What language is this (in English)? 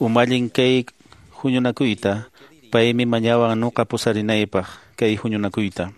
Quechua